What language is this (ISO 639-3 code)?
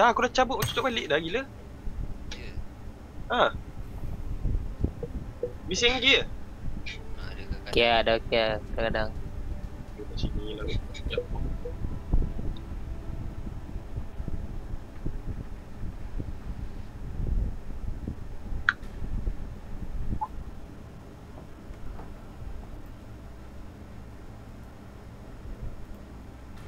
msa